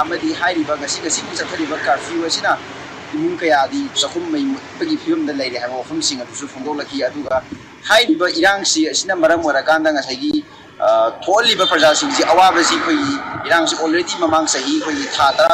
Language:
Manipuri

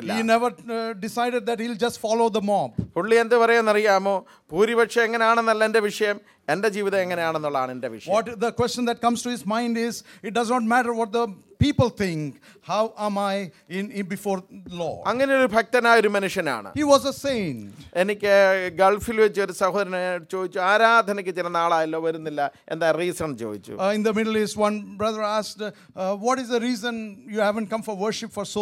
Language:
Malayalam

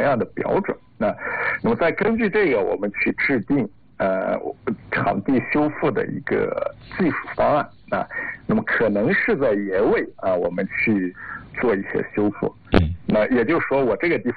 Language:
Chinese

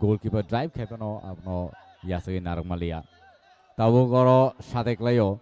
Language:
Kok Borok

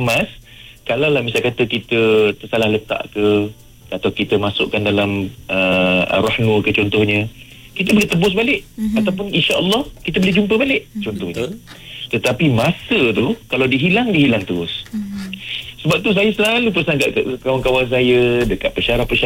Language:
Malay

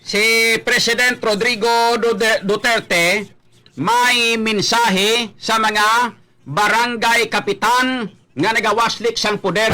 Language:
Hiligaynon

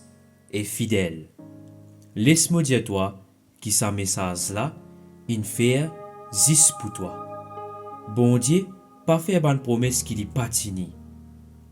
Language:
Morisyen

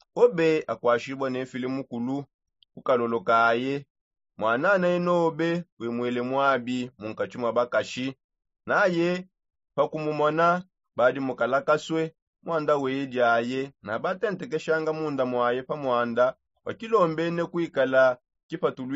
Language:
Songe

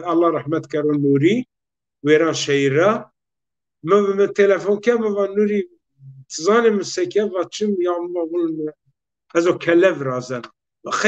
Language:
Zaza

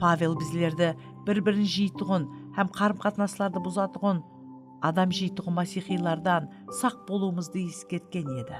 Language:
Kara-Kalpak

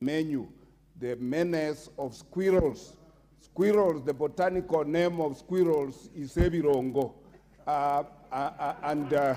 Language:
Gusii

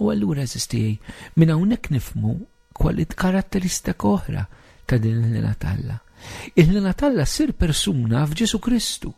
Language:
Maltese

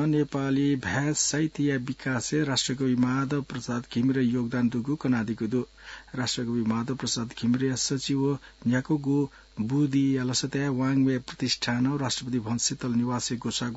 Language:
Newari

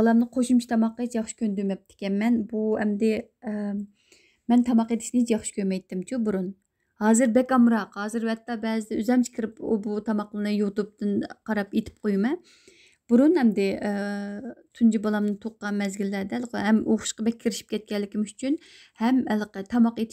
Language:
Uyghur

